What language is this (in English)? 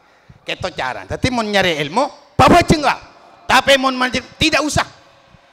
Madurese